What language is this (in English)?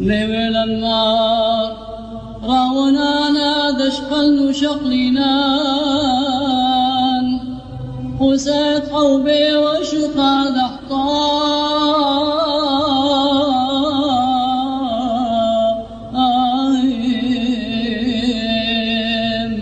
Classical Syriac